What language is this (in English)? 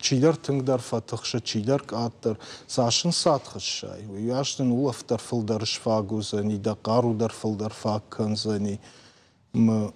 Ossetic